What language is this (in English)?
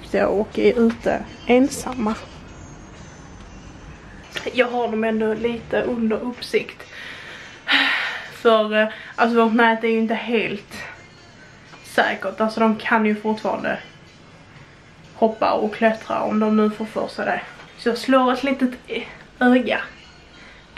Swedish